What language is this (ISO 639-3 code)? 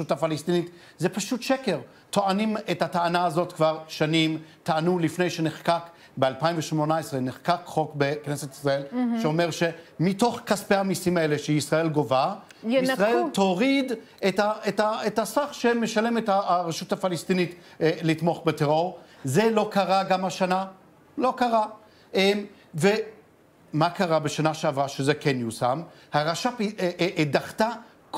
heb